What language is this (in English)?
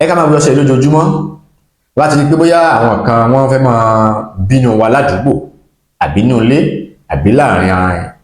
Yoruba